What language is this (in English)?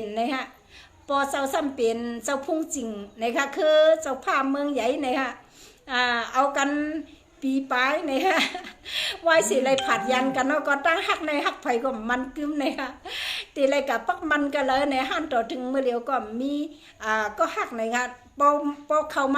Shan